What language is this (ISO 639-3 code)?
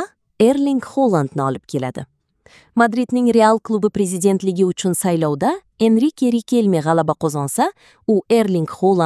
uzb